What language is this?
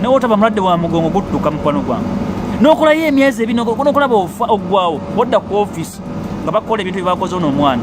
Ganda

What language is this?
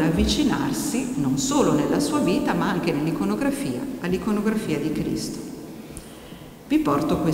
Italian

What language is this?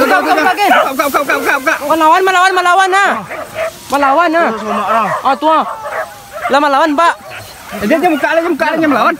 Minangkabau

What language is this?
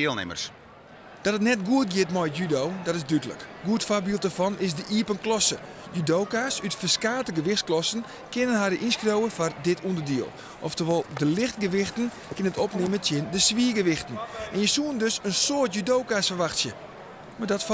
Western Frisian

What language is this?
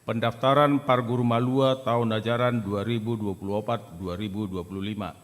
Batak Toba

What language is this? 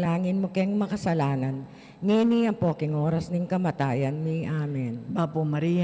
Pampanga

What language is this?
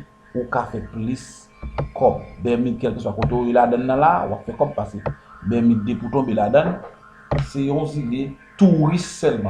Haitian Creole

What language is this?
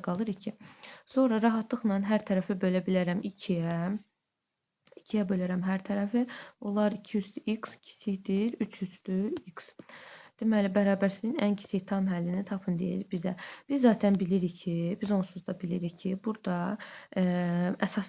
Azerbaijani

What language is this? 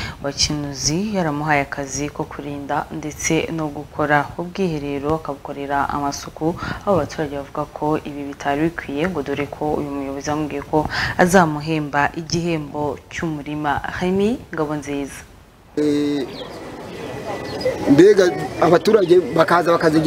Kinyarwanda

